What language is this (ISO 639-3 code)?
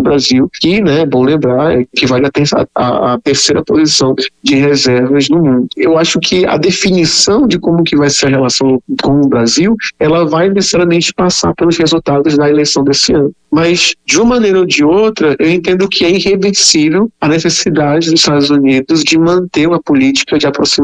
por